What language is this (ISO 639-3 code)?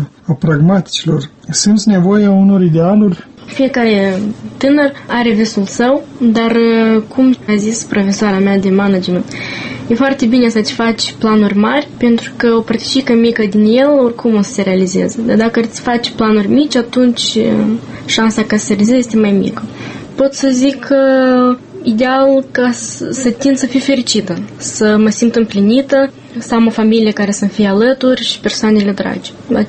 ron